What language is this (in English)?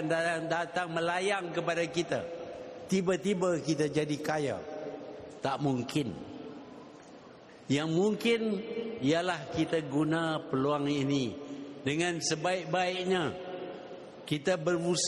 Malay